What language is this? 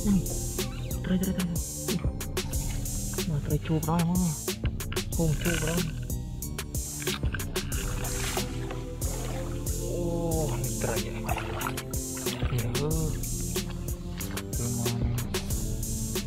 Vietnamese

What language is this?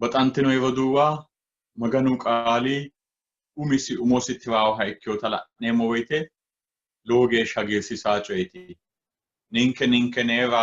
Sidamo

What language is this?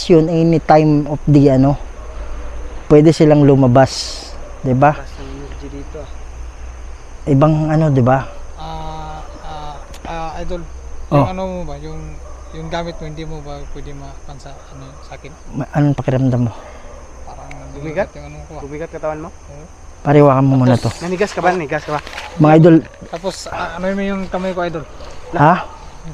Filipino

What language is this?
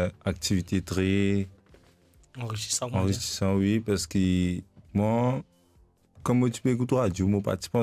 Morisyen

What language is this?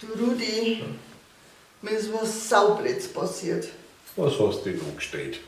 Bavarian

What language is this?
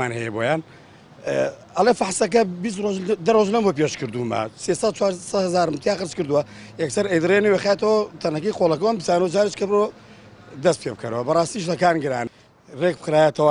Central Kurdish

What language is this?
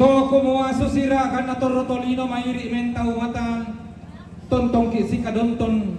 Toraja-Sa'dan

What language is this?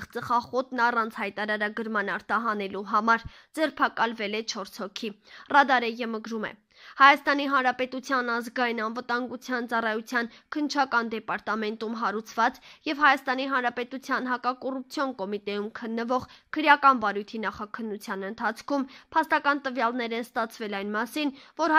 Armenian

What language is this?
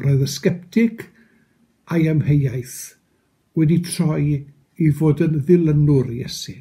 Welsh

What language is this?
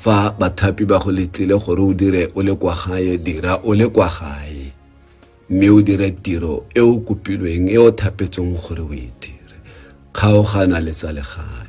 Tswana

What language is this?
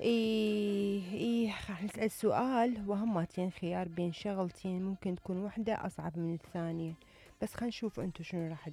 Mesopotamian Arabic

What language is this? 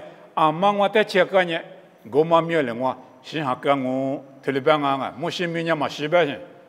Lisu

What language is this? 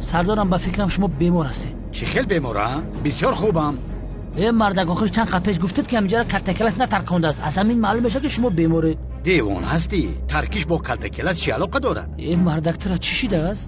Tajik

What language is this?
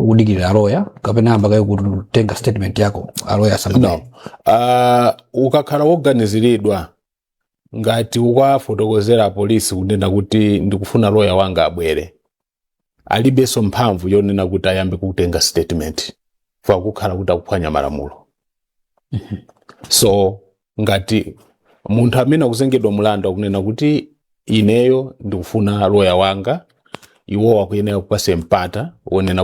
Nyanja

